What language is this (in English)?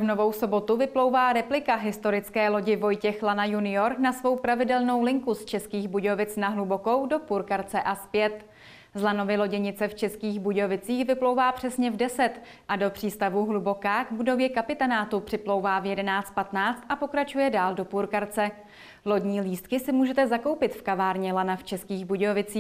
Czech